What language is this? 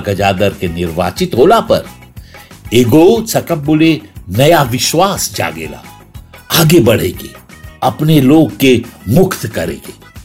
Bhojpuri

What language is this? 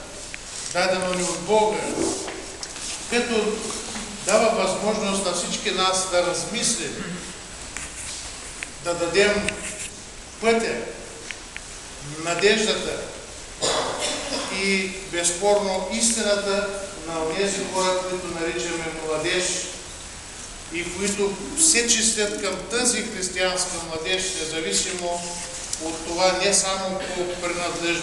Bulgarian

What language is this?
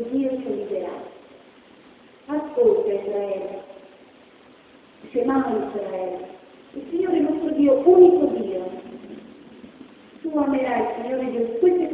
Italian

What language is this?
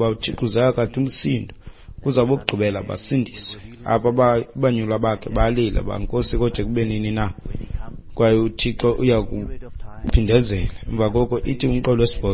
Xhosa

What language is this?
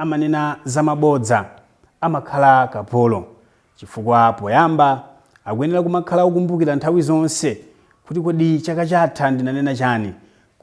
Nyanja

